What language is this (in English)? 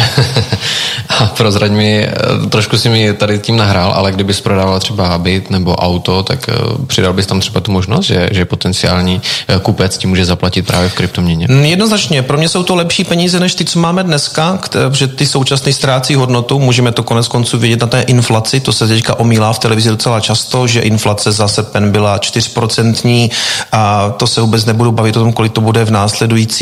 Czech